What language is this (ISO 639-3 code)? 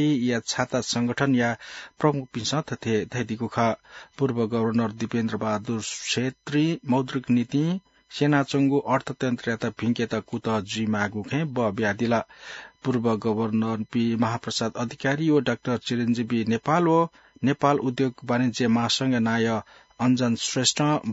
new